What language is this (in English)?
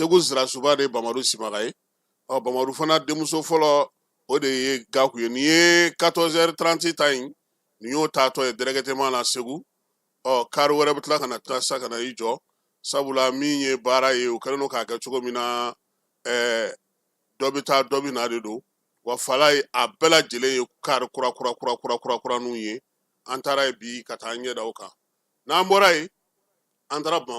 Bambara